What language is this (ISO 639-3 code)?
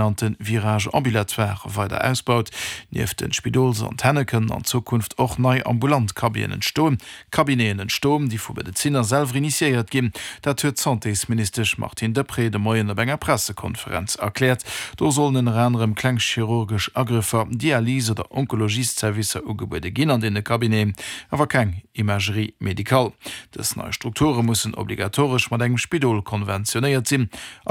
ltz